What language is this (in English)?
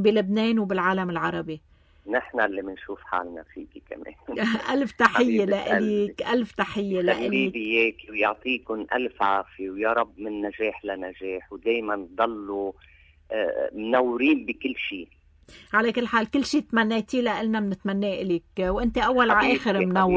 North Levantine Arabic